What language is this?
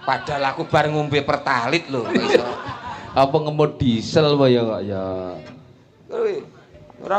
Javanese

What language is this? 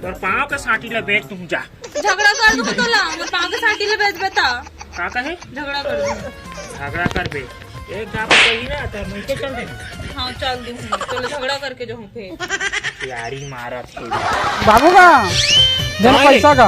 Chhattisgarhi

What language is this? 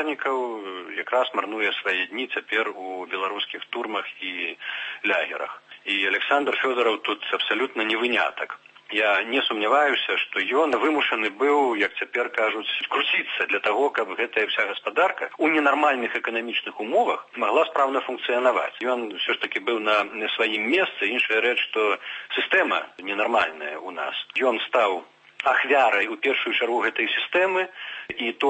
Belarusian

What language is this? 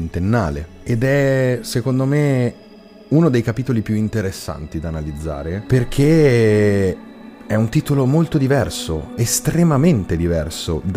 Italian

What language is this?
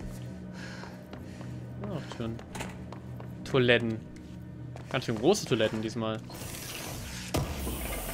German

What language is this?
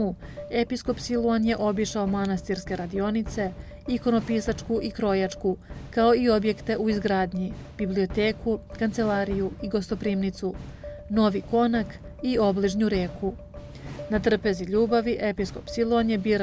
Serbian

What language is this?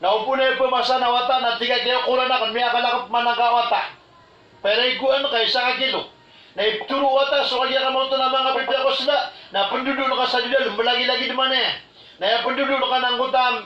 Maranao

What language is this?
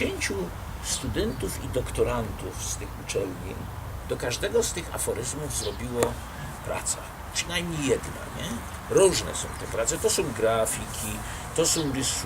Silesian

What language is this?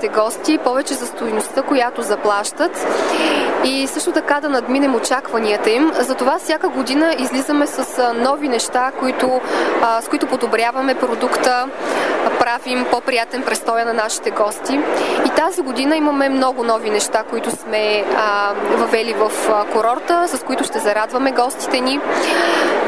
Bulgarian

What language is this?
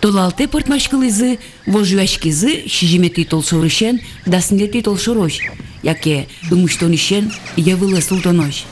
Udmurt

